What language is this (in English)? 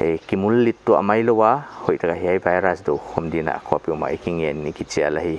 Paite Chin